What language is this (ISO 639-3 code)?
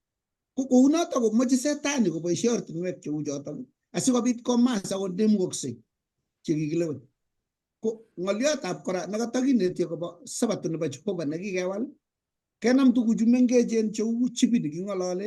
kln